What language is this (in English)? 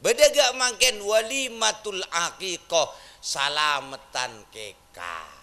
Madurese